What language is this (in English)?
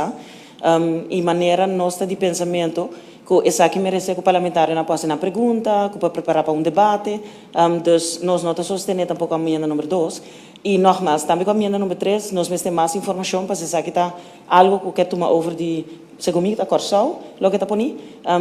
Papiamento